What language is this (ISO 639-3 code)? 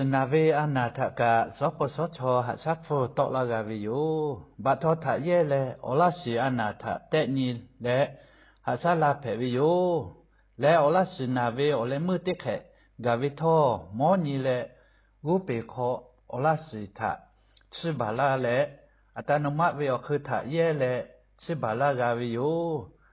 lhu